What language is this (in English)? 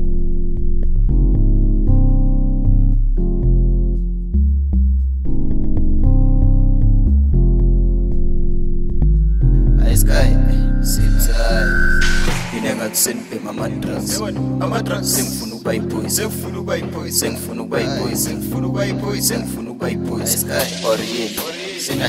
Zulu